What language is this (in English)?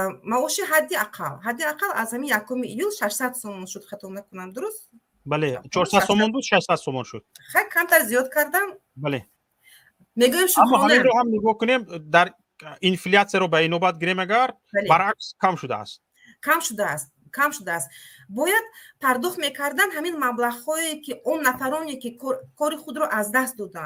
Tajik